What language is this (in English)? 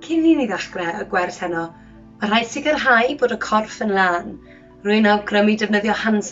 Welsh